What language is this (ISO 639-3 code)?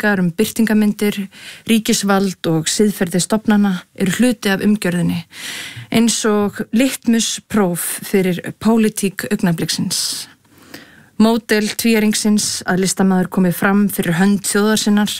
isl